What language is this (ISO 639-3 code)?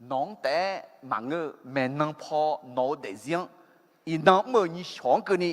ahk